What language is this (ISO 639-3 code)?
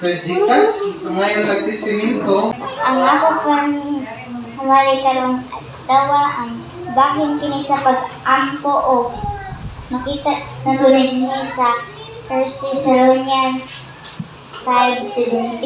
ceb